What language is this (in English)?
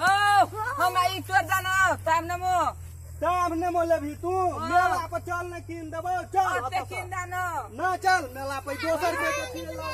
Maithili